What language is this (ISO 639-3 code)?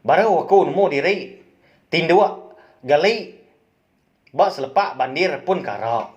iba